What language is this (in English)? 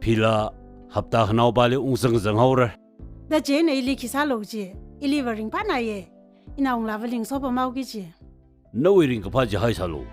Tangkhul Naga (India)